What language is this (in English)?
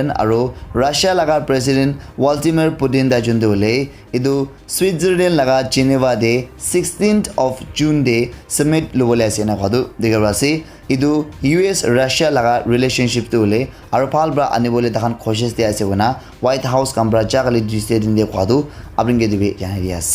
Naga Pidgin